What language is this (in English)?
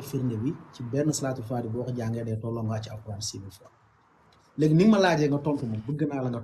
Wolof